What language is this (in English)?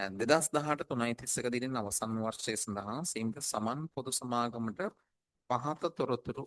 Sinhala